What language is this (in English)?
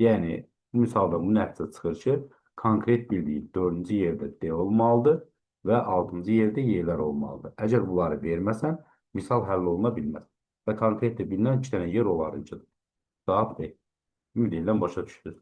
Azerbaijani